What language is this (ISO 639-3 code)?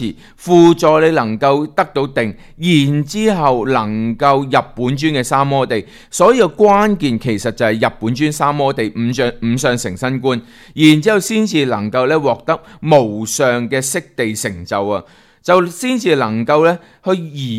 yue